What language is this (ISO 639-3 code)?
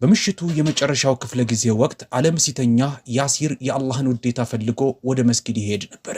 amh